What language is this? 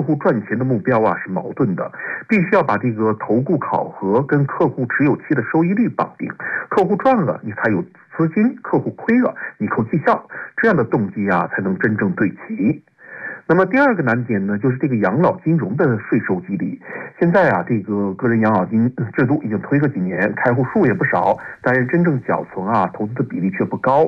Chinese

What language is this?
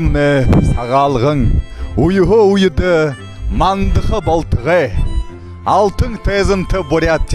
Buriat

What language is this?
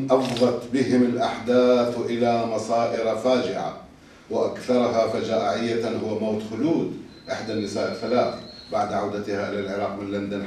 Arabic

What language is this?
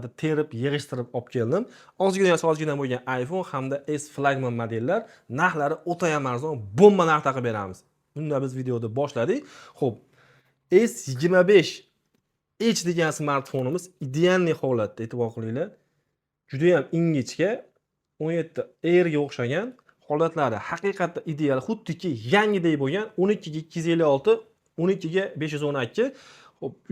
Uzbek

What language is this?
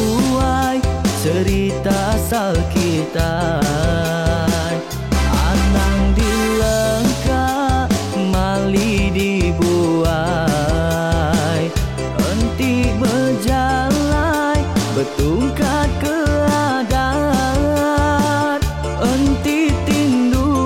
Iban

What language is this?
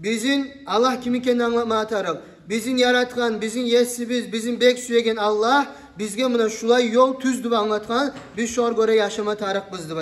Kumyk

